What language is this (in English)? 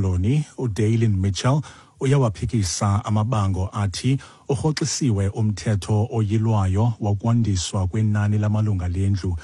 Xhosa